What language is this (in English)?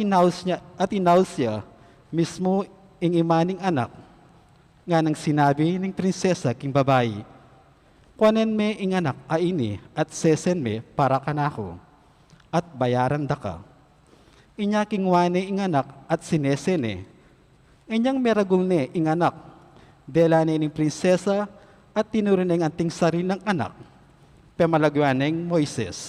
Pampanga